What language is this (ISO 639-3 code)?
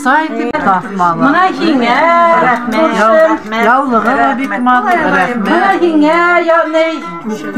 bak